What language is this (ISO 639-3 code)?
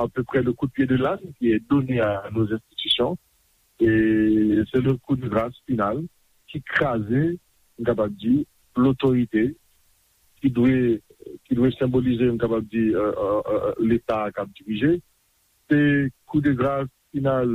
hat